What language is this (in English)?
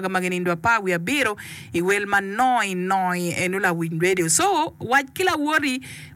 Acoli